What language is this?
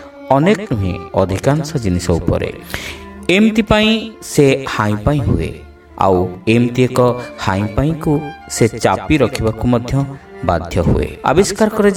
Odia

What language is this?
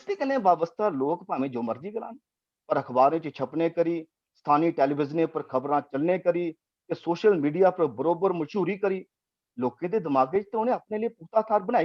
Dogri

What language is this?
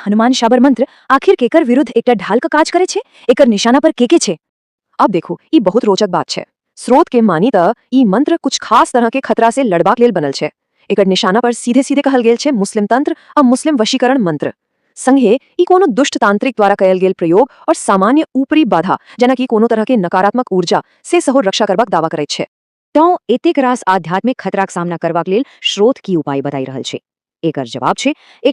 Maithili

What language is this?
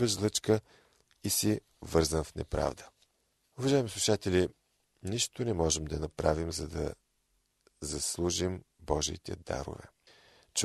Bulgarian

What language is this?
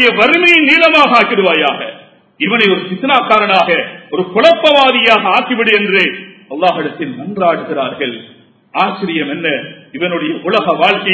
Tamil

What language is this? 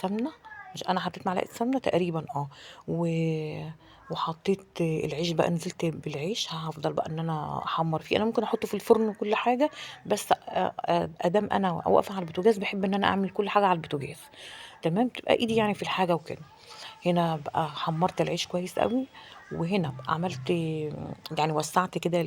Egyptian Arabic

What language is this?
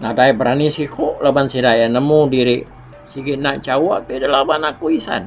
Iban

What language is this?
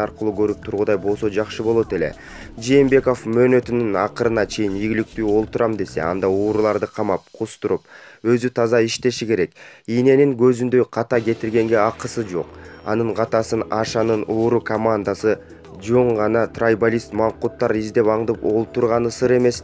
Kyrgyz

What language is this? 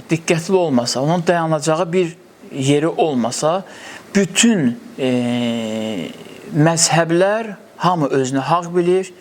Azerbaijani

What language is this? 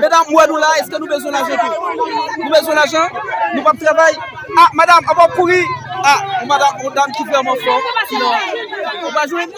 Haitian Creole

